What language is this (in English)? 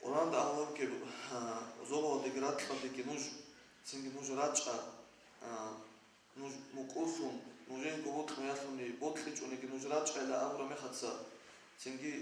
Avaric